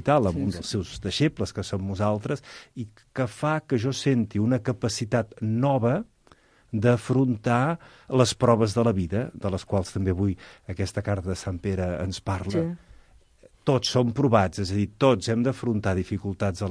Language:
Catalan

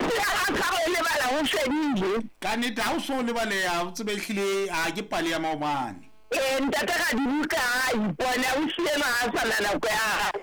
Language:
Southern Sotho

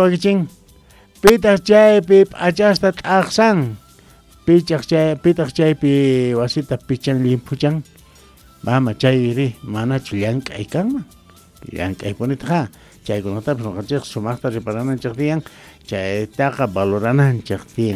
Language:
Quechua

